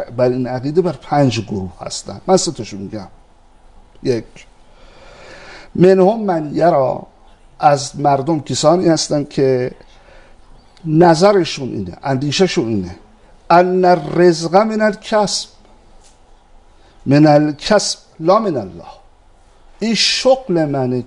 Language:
Persian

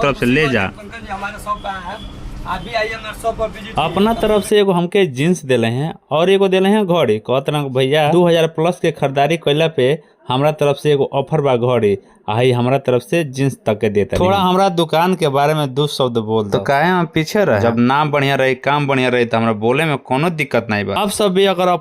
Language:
Bhojpuri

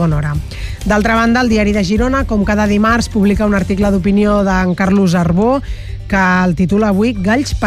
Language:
Catalan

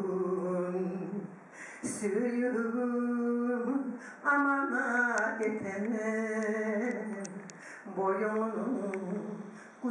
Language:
Kumyk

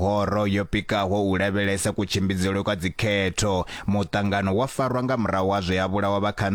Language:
Venda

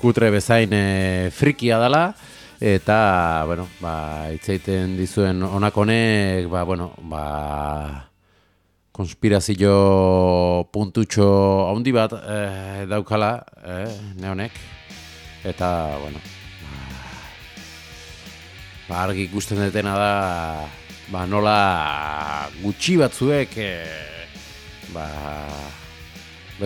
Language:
Basque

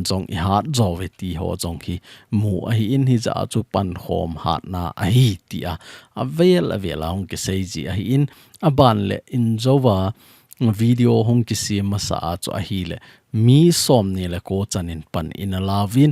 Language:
Thado Chin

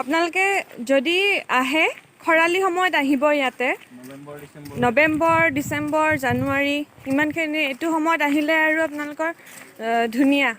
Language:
Assamese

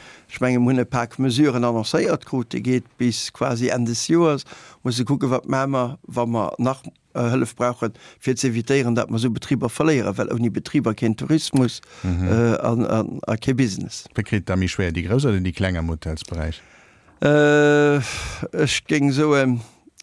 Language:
Luxembourgish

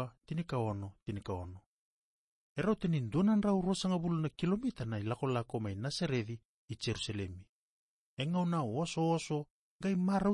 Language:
Fijian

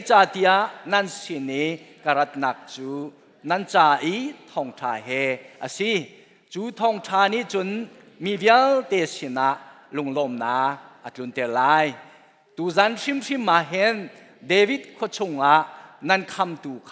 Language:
Hakha Chin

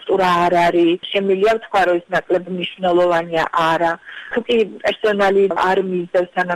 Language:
Georgian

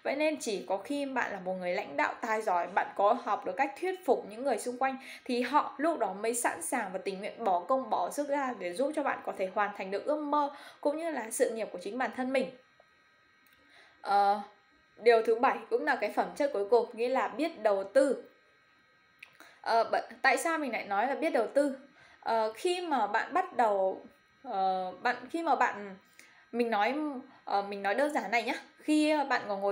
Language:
Vietnamese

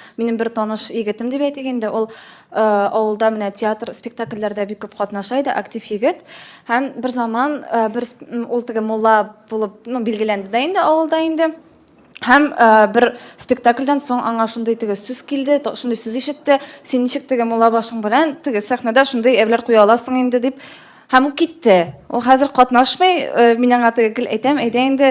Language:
Tatar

